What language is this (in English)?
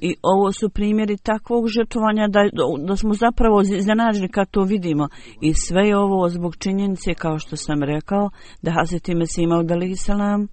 Bosnian